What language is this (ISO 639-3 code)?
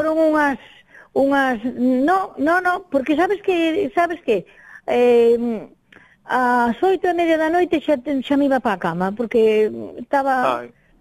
glg